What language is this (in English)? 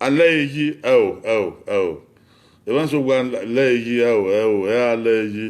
Bini